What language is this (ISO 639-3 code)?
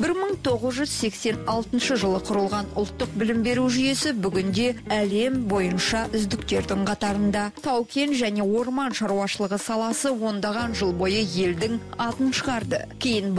kaz